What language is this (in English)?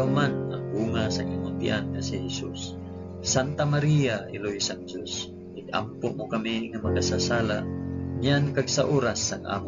Hiligaynon